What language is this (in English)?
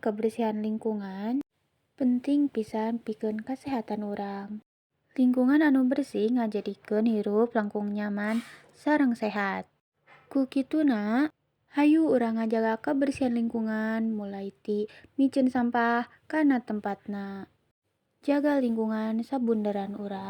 Sundanese